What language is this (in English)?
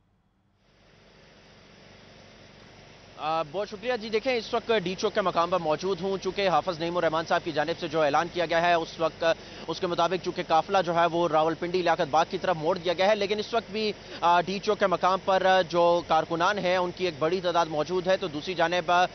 Urdu